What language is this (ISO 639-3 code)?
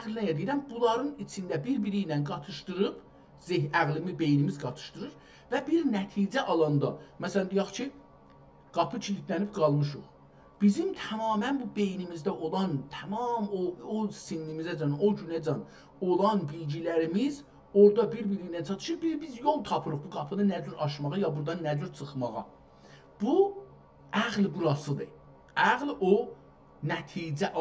azb